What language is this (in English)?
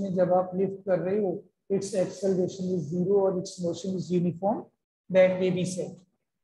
Hindi